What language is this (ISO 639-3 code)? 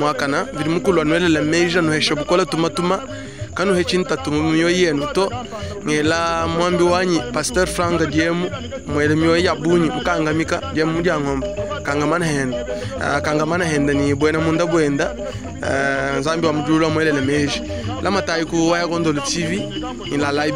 lua